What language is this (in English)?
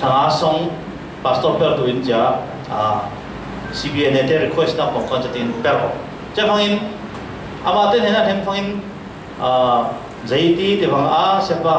Falam Chin